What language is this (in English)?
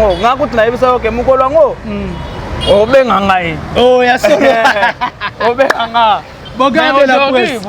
Lingala